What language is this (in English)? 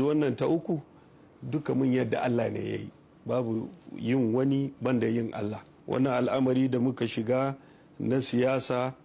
Hausa